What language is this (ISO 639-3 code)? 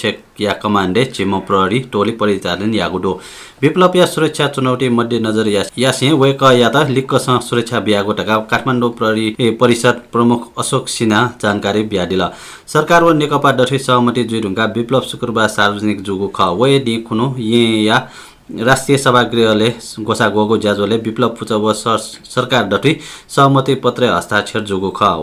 new